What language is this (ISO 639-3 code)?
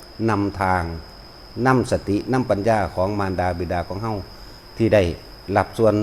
tts